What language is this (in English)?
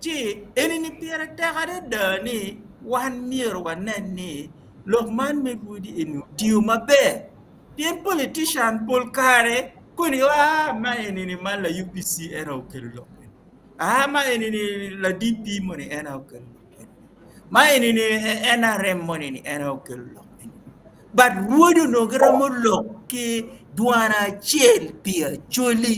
Acoli